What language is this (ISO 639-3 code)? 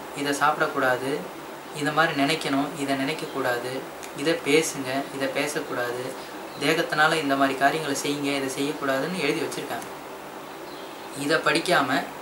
tam